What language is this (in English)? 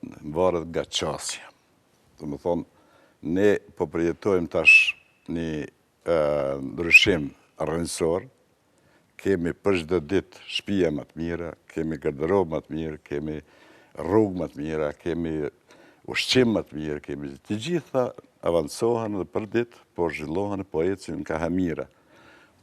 Albanian